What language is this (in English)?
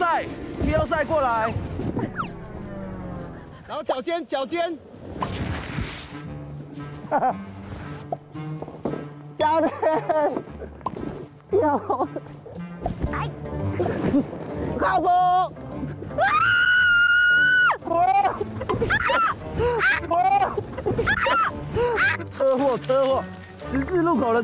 Chinese